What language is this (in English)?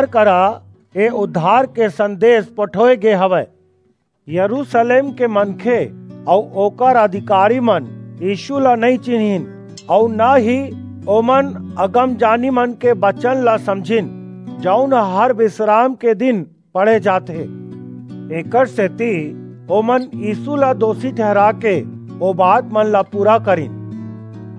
Chhattisgarhi